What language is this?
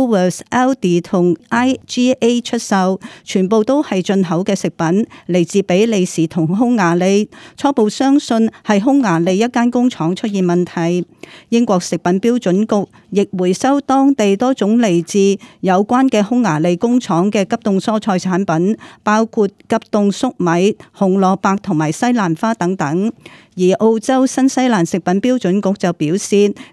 Cantonese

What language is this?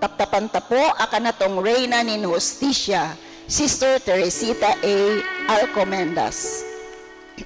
Bikol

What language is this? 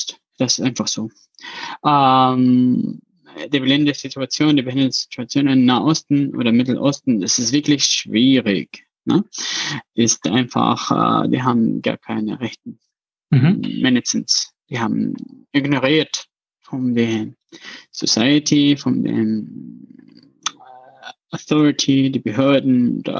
Luxembourgish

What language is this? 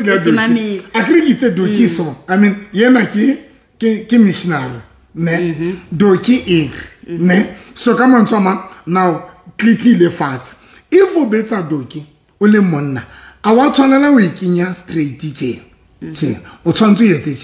Southern Sotho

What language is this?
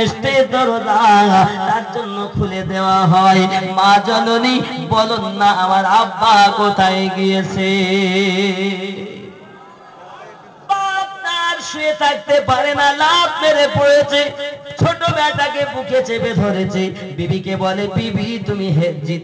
Bangla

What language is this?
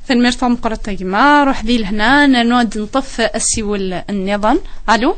Kabyle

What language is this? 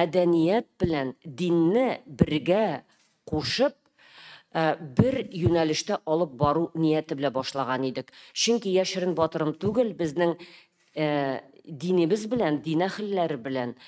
Tatar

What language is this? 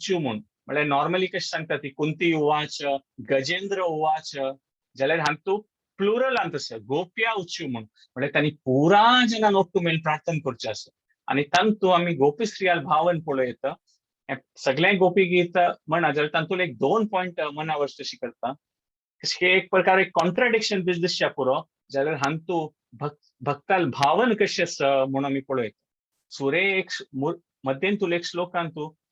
Konkani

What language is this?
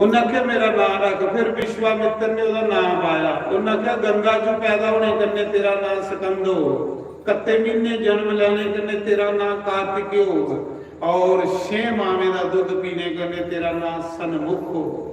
Dogri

